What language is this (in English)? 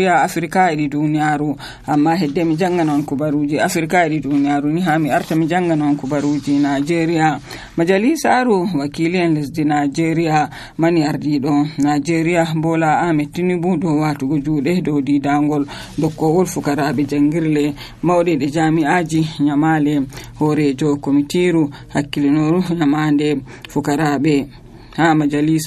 Nigerian Fulfulde